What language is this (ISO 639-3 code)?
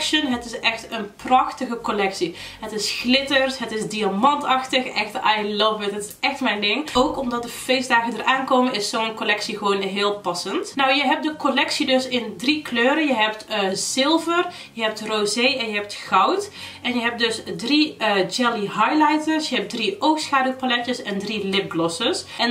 nld